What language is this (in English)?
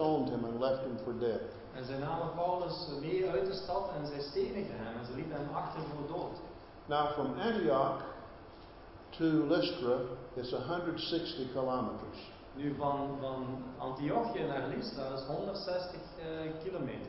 Dutch